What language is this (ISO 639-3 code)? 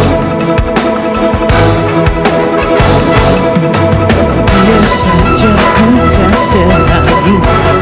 ind